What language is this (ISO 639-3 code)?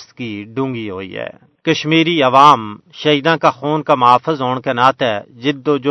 gju